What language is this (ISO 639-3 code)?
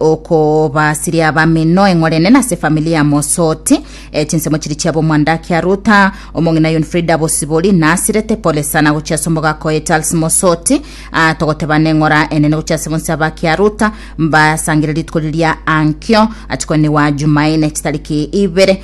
guz